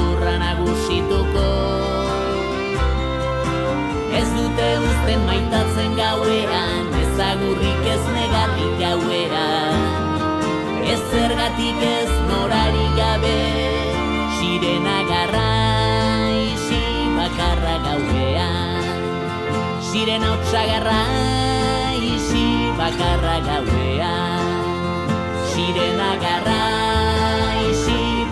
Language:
Basque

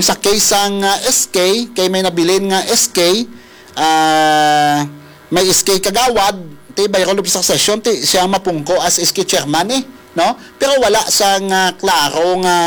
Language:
Hiligaynon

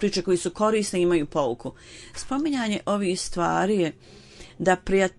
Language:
Bosnian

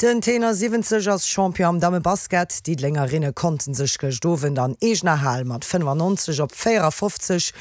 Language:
Luxembourgish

